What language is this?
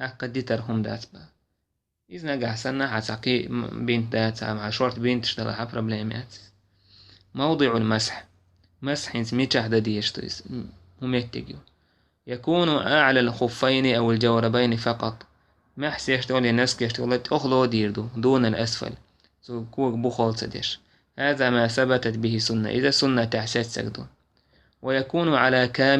Chechen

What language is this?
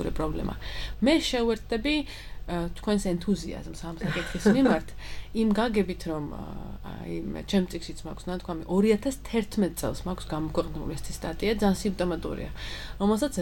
Georgian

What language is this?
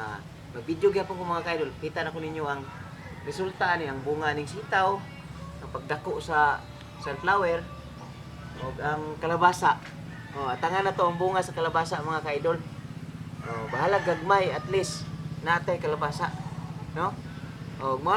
Cebuano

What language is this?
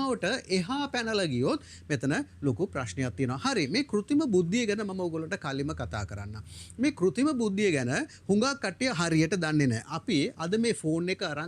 Sinhala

